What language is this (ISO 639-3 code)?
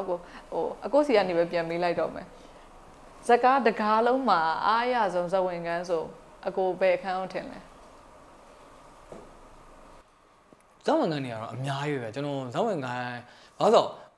mya